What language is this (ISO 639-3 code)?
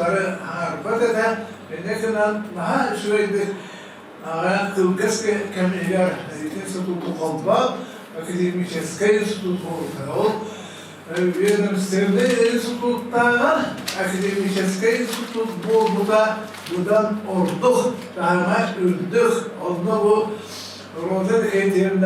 sah